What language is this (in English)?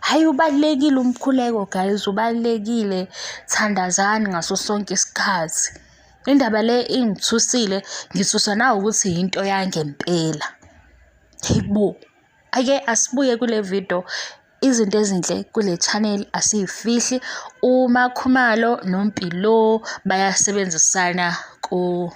Zulu